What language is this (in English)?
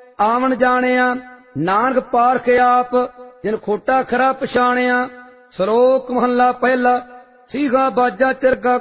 Punjabi